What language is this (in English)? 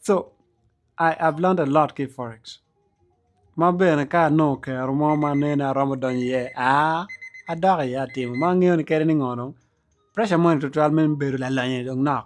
Acoli